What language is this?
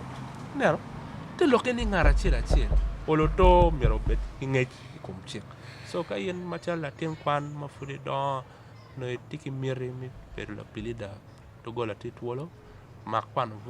Acoli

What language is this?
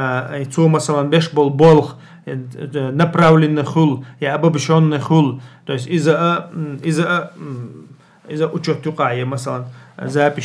Chechen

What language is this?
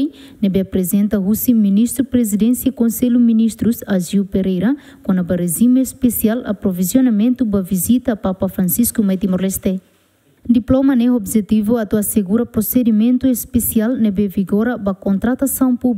Tetum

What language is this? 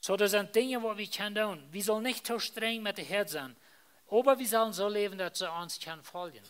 Plautdietsch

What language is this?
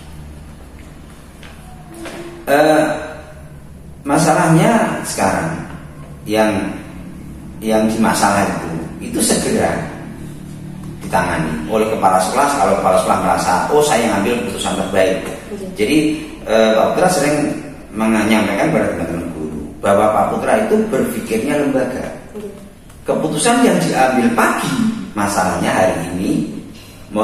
Indonesian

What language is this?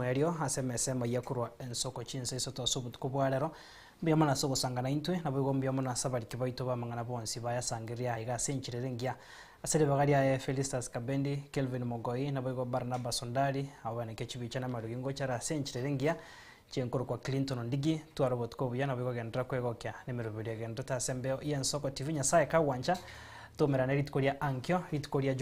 Gusii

